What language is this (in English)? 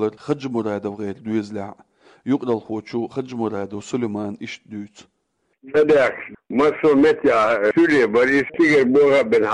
Chechen